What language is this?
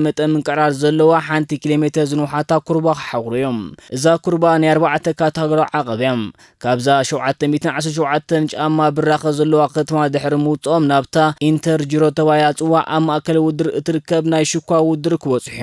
Tigrinya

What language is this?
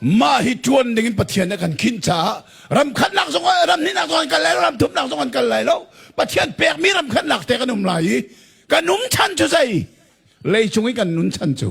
Hakha Chin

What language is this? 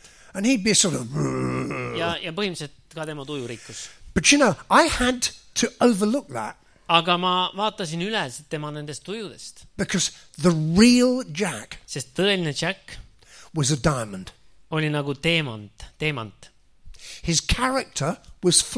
Estonian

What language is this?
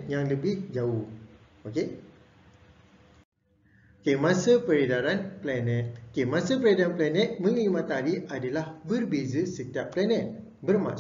Malay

